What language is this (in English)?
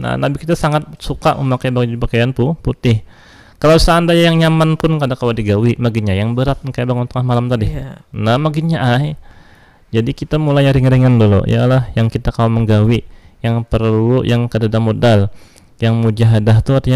Banjar